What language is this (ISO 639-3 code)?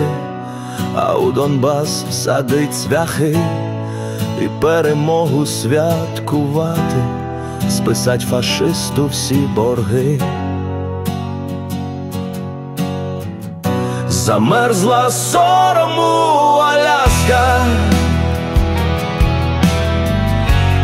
ukr